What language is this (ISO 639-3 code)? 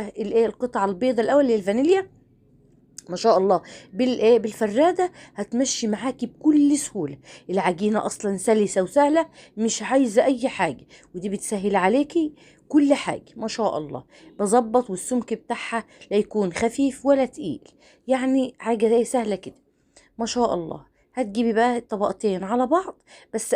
arz